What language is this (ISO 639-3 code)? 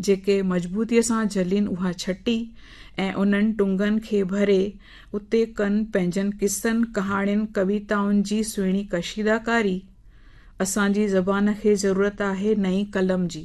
snd